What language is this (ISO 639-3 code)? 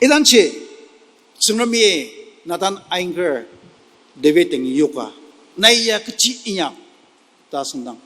njo